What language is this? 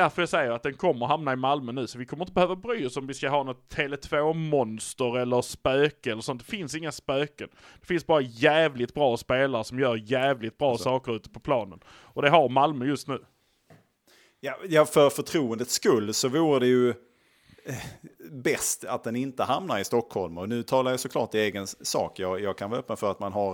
Swedish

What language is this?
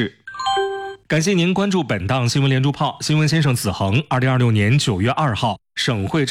Chinese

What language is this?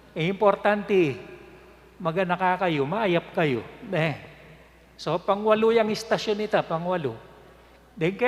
Pampanga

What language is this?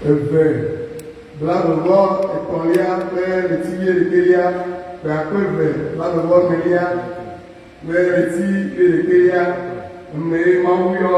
Ewe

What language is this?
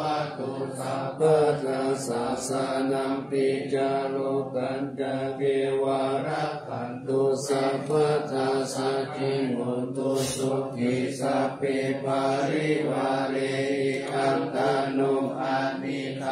Pali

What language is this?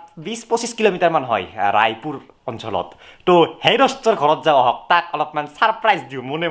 Assamese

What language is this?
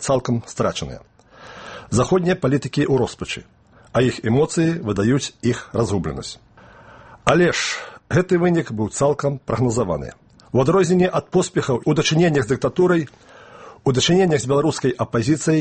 Belarusian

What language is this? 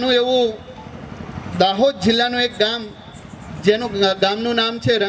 Gujarati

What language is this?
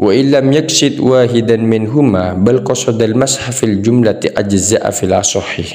Madurese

